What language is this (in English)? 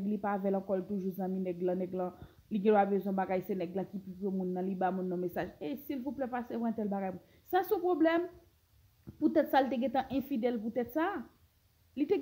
Haitian Creole